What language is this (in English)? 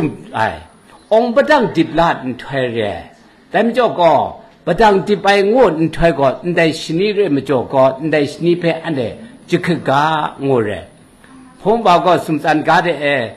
Kachin